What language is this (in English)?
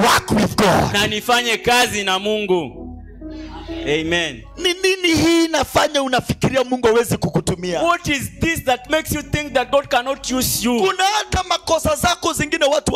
Swahili